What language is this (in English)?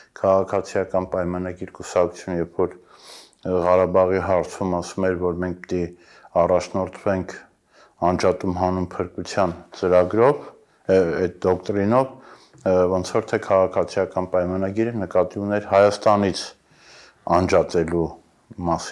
Armenian